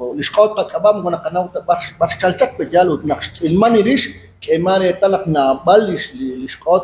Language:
Kekchí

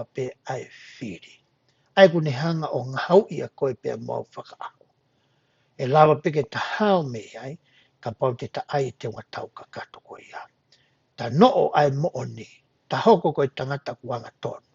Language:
Tongan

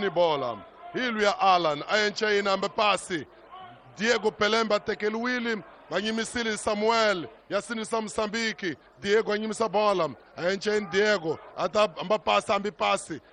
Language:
Tsonga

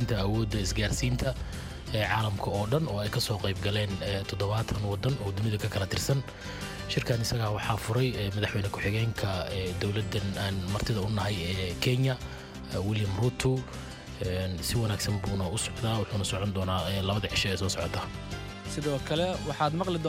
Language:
Somali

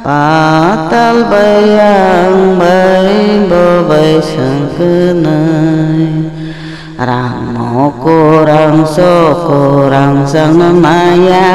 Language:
Kok Borok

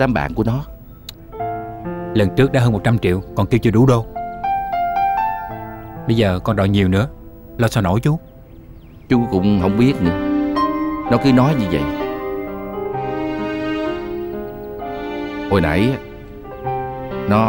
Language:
Vietnamese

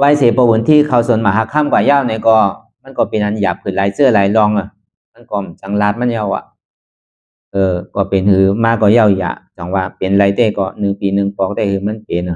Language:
Shan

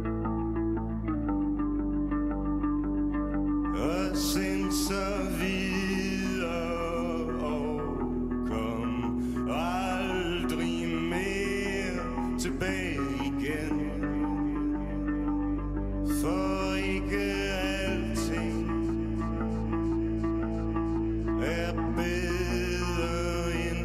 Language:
Danish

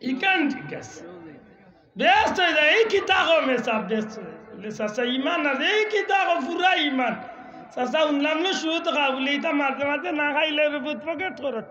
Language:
Sylheti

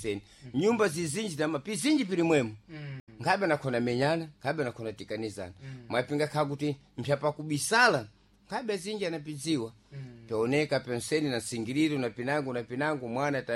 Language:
Sena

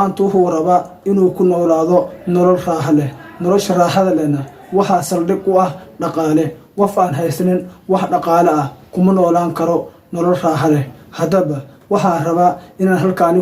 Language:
Somali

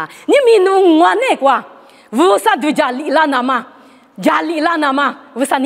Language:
Lisu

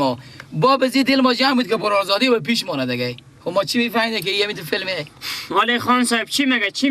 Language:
Persian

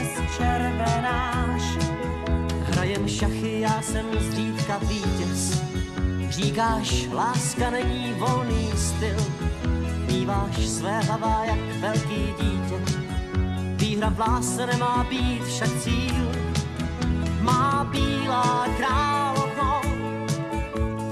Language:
Czech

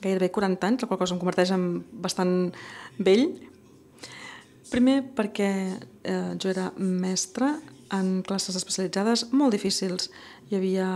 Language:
Catalan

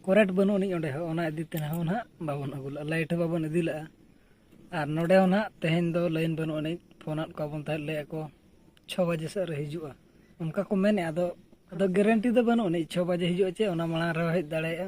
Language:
Santali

